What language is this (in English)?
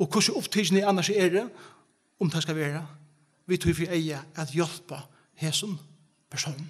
Faroese